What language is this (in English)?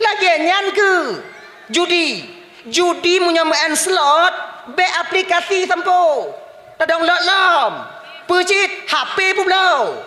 Achinese